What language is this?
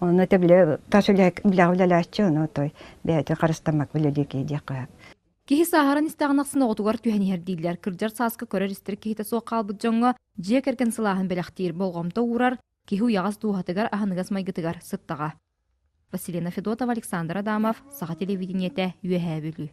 Yakut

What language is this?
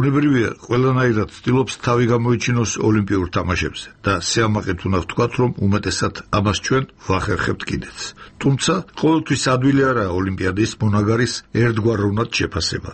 Georgian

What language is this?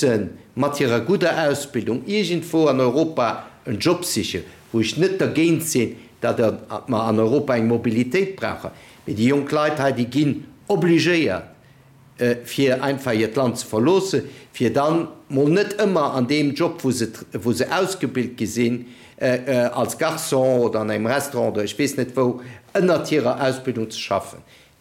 Luxembourgish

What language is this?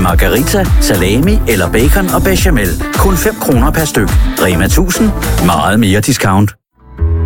Danish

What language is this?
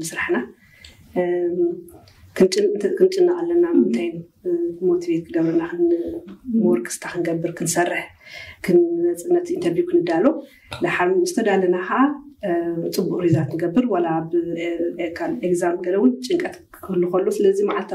Tigrinya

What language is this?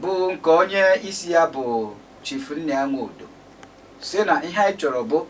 Igbo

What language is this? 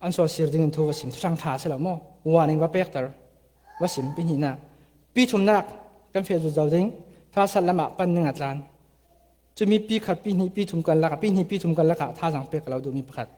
Falam Chin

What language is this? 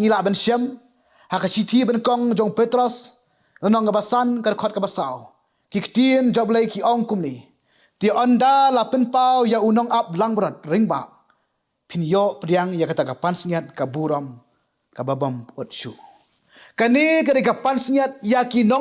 Khasi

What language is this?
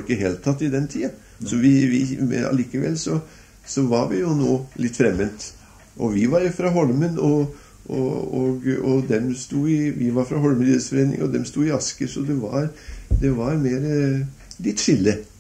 Norwegian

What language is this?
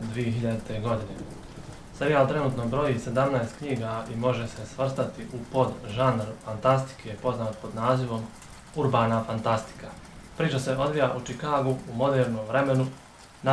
Bosnian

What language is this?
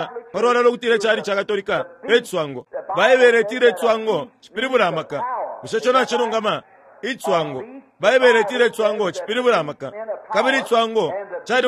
Bemba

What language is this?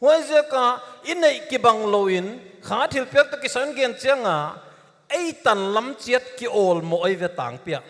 Paite Chin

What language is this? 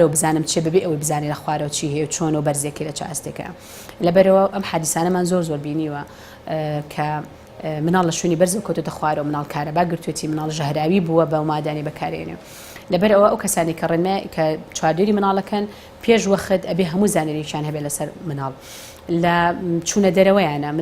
Central Kurdish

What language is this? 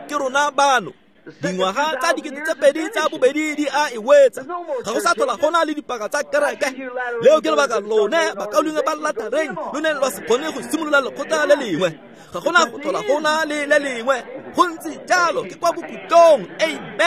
Tswana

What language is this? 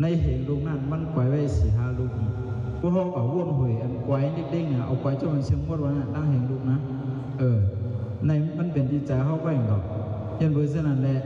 Shan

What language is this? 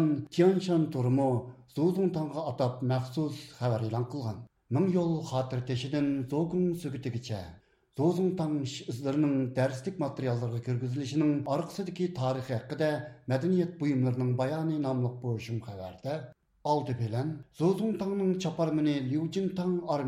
Uyghur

